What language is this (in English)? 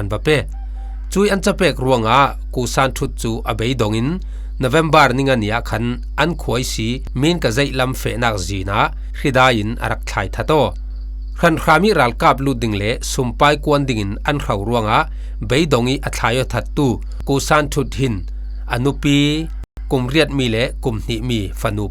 Falam Chin